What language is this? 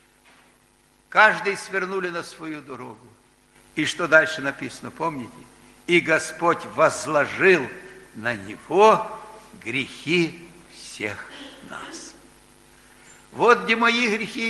Russian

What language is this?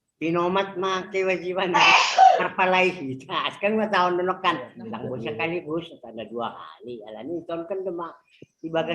Batak Simalungun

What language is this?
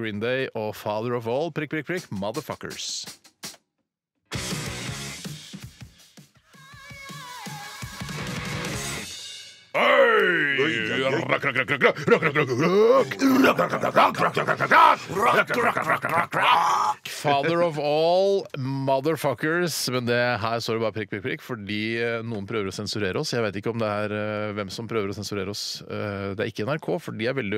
Norwegian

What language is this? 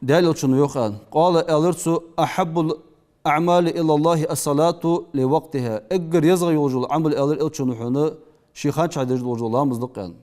Ingush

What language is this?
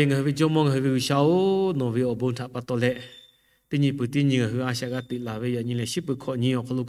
Lahu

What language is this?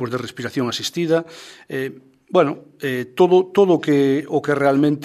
Galician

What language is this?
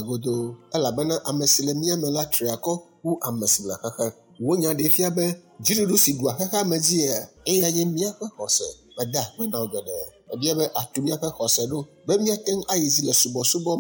Ewe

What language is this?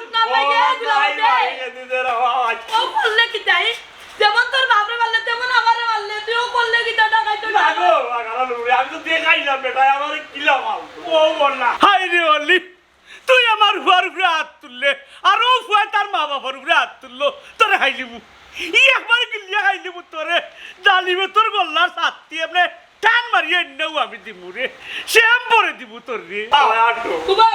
Sylheti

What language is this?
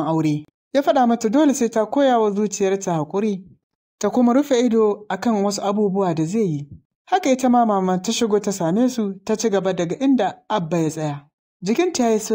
Hausa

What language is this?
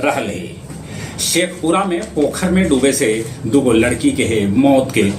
Magahi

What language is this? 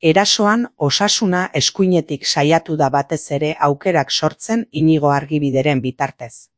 Basque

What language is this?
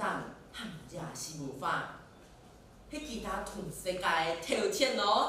Hakka Chinese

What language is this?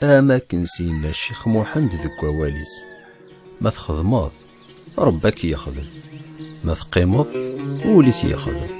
Kabyle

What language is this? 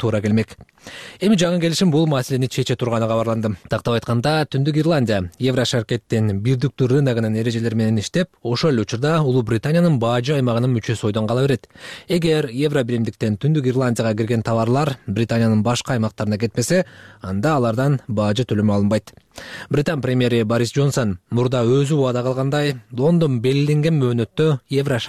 Kyrgyz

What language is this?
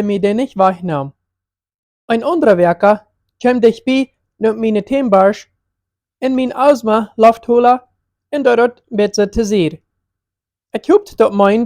Plautdietsch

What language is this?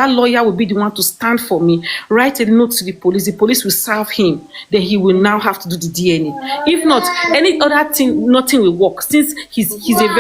Nigerian Pidgin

